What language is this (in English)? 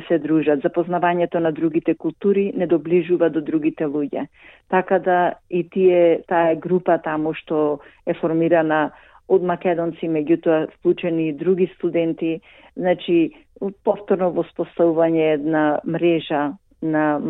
Macedonian